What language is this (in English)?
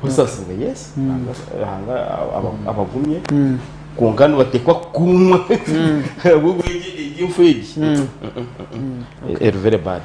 Nyankole